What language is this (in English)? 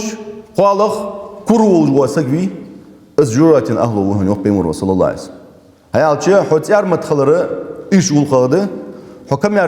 Ingush